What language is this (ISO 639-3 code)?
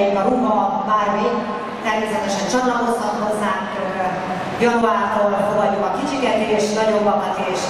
hun